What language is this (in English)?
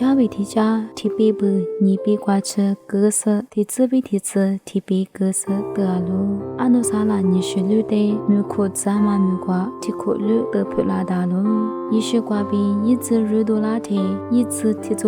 Lisu